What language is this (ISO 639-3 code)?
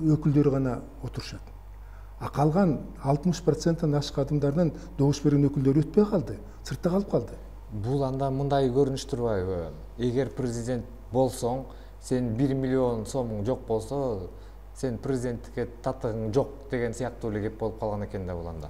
kir